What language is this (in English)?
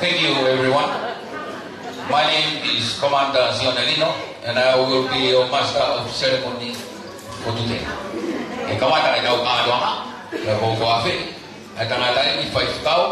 Tongan